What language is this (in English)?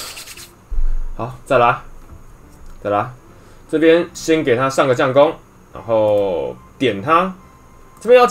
Chinese